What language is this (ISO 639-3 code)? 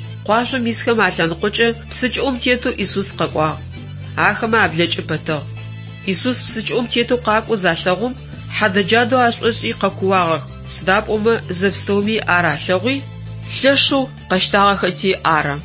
ady